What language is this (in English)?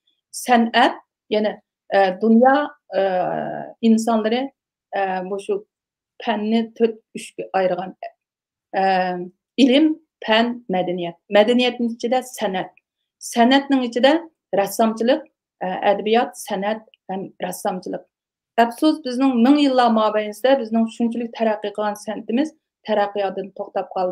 Uyghur